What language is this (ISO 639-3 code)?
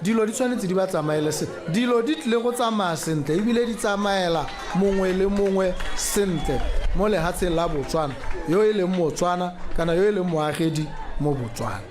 tsn